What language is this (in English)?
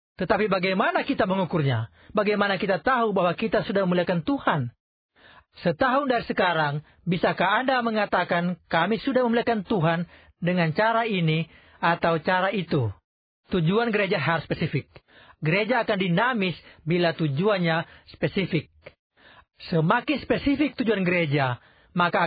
Indonesian